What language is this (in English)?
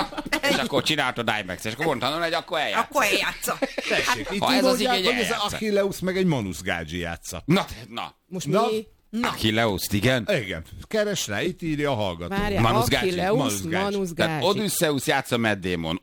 Hungarian